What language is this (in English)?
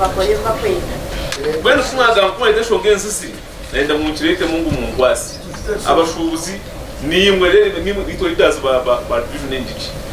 Nyankole